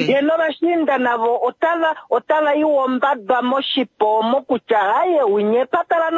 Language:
Kuanyama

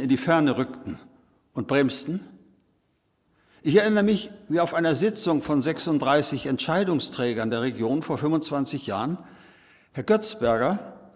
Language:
German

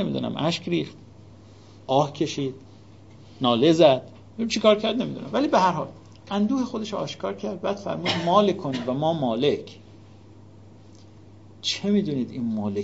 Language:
Persian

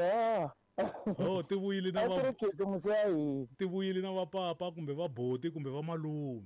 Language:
Tsonga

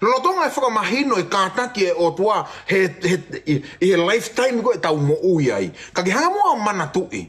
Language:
Tongan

